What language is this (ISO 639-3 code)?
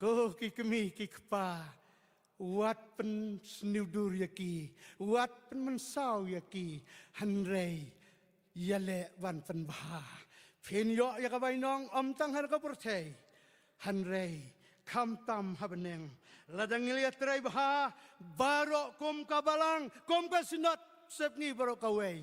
kha